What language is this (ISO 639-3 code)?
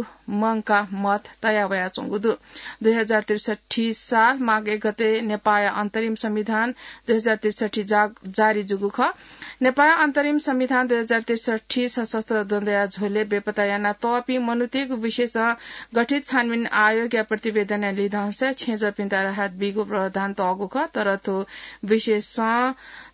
new